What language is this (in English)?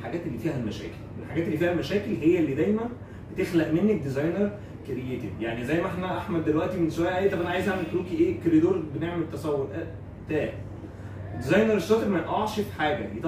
Egyptian Arabic